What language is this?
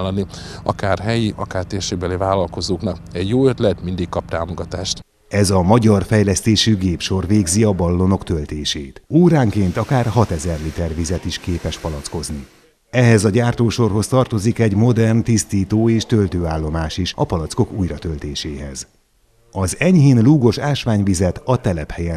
Hungarian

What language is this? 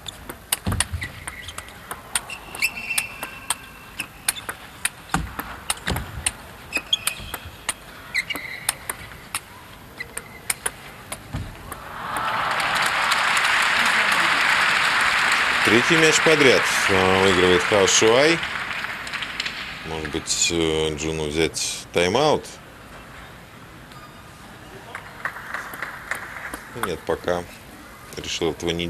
Russian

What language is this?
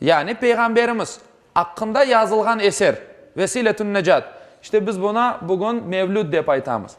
Crimean Tatar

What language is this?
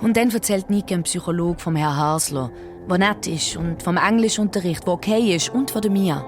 Swiss German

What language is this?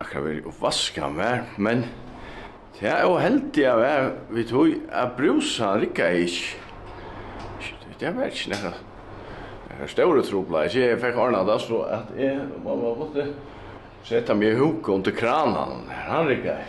Faroese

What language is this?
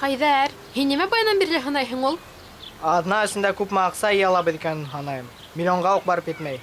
Bashkir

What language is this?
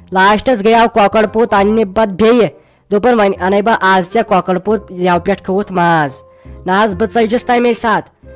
Kashmiri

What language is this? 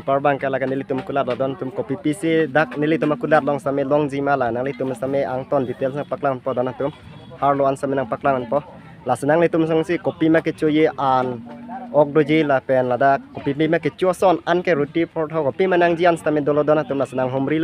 Karbi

